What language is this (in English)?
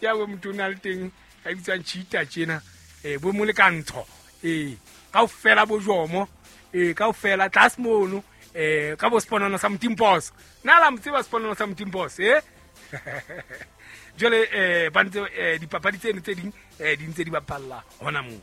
Southern Sotho